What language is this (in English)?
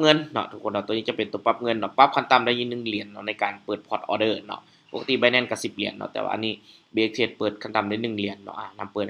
Lao